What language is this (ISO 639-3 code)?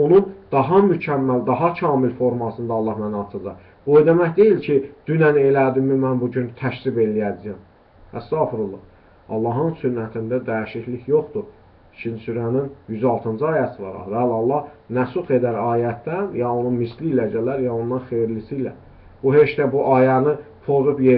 aze